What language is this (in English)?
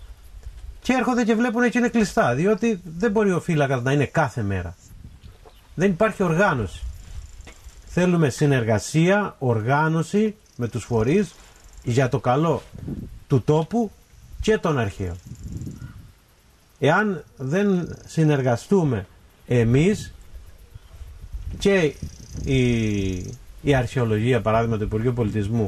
Greek